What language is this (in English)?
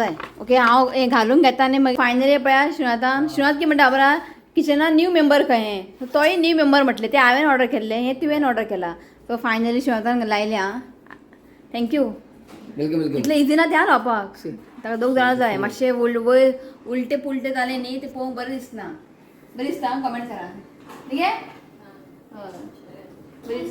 Konkani